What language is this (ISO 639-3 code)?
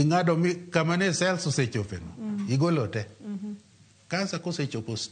luo